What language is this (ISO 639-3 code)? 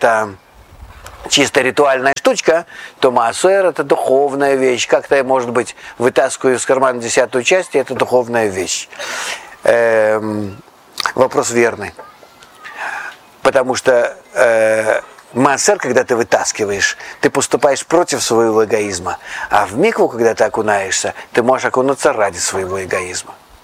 rus